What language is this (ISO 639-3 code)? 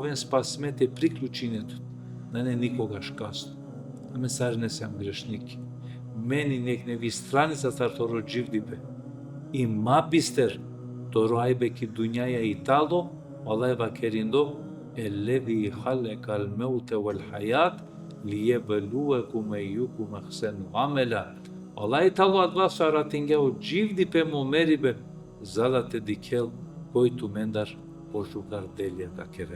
rmn